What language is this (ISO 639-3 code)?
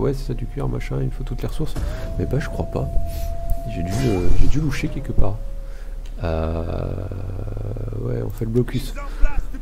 fra